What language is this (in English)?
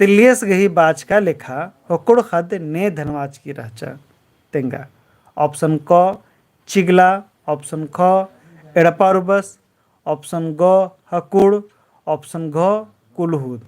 Kurukh